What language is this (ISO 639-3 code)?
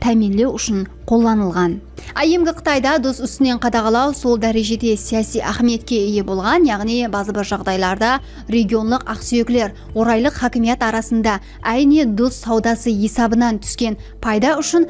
kaa